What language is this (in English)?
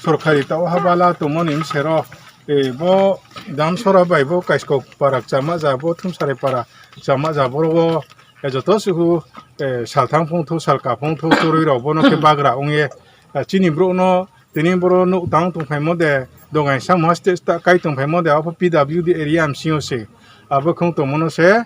Riang (India)